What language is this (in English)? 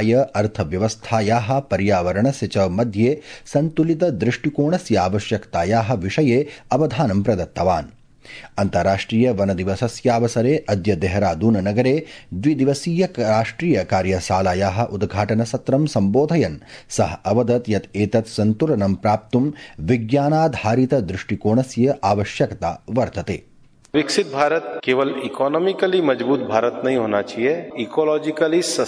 Sanskrit